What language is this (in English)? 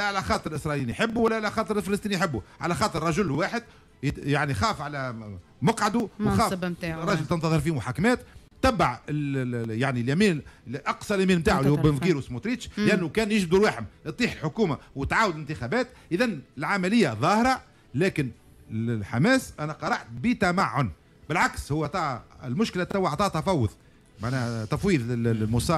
Tunisian Arabic